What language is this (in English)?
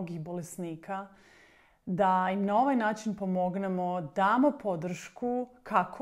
Croatian